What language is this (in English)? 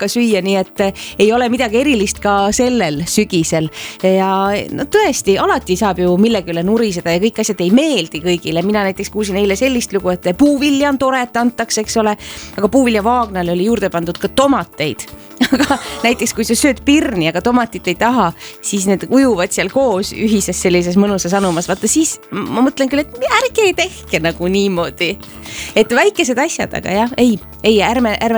Estonian